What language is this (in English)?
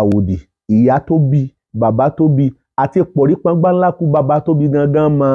Yoruba